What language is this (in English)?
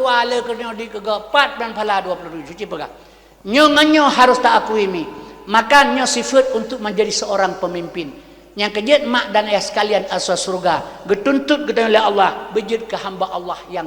Achinese